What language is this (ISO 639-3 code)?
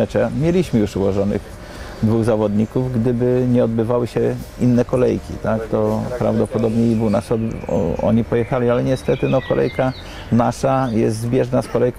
pol